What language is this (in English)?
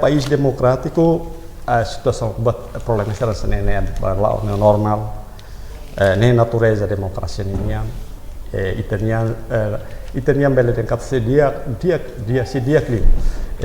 Tetum